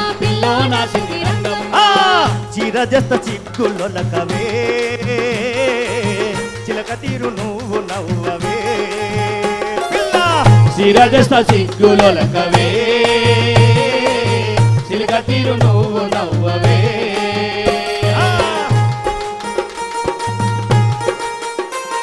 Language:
Telugu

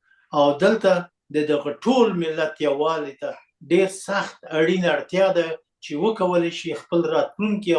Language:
Pashto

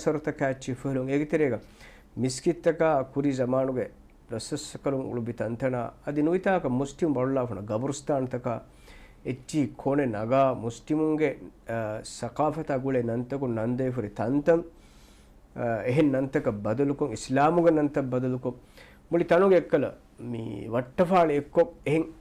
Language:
Divehi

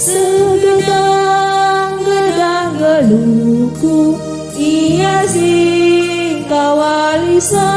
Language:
Batak Karo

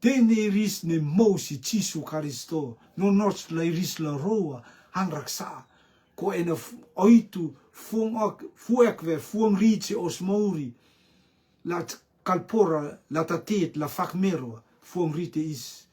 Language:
Rotuman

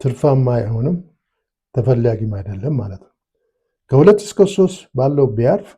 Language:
Amharic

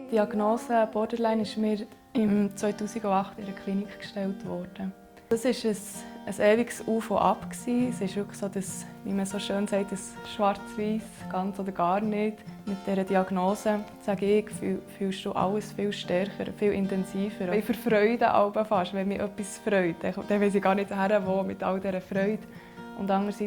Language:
Swiss German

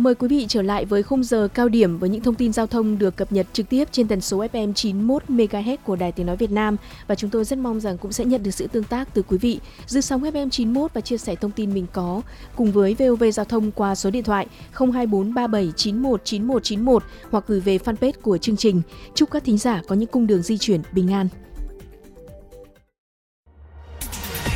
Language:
Vietnamese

